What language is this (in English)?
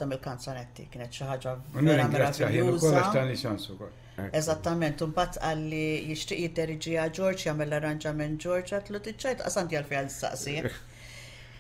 Maltese